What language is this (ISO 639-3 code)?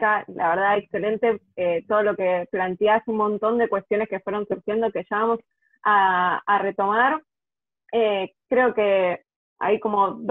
spa